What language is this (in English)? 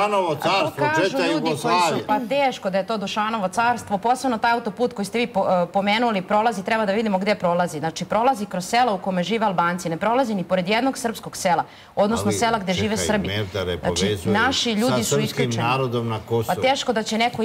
Serbian